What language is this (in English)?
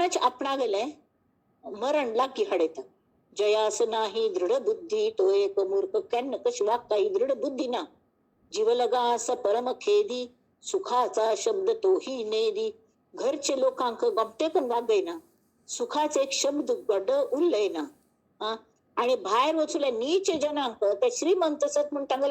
Konkani